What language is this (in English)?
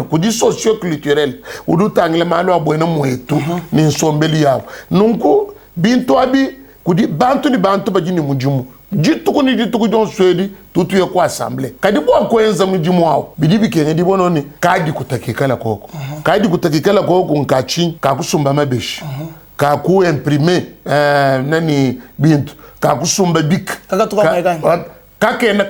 Luba-Lulua